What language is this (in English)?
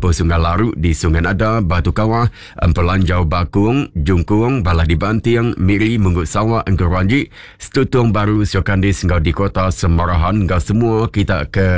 Iban